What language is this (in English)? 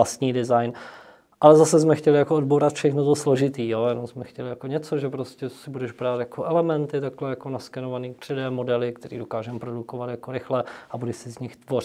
Czech